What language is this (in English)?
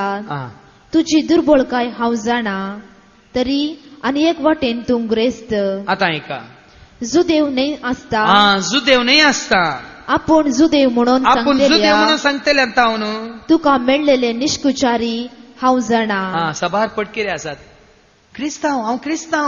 Konkani